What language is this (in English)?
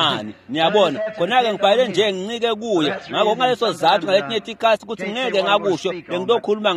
Swati